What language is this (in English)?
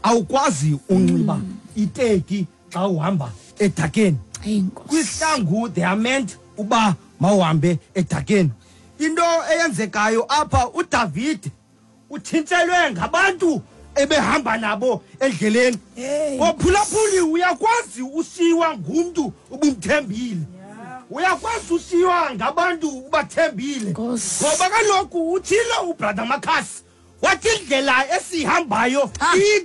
Xhosa